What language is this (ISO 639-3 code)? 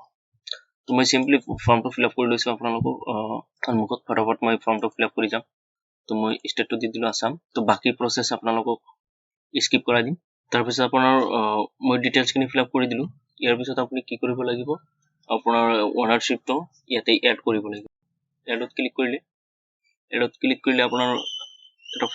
asm